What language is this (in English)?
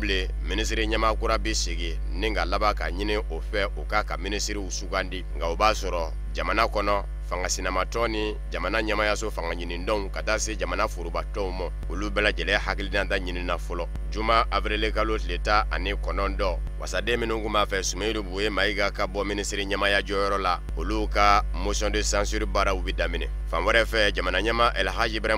Bambara